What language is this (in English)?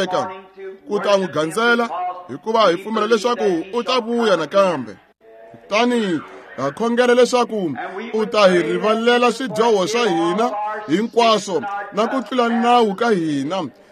Tsonga